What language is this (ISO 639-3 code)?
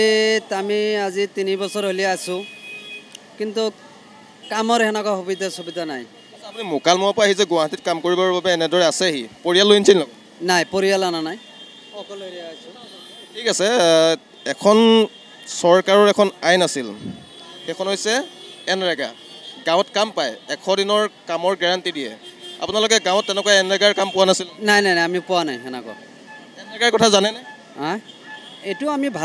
asm